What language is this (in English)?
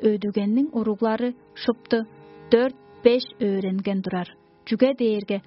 Tuvinian